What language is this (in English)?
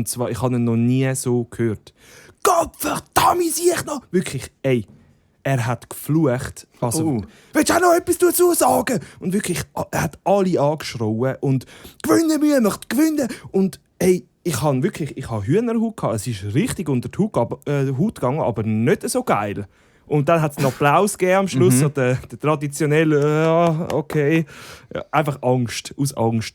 Swiss German